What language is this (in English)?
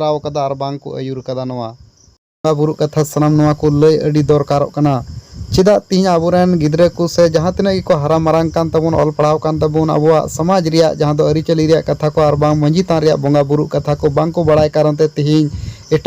Santali